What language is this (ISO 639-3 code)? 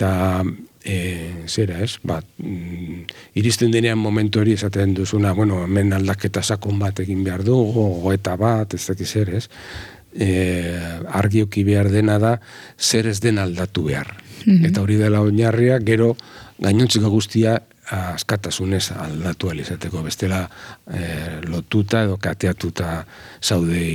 eus